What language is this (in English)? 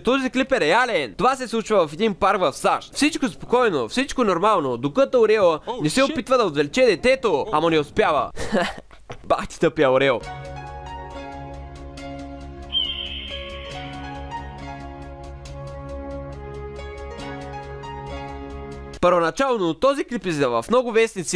Bulgarian